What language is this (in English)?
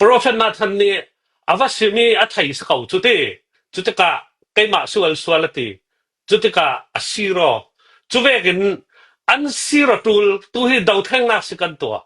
Hakha Chin